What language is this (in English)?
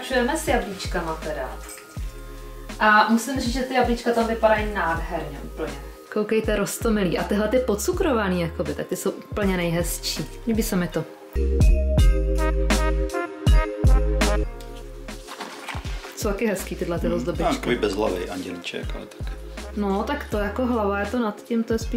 Czech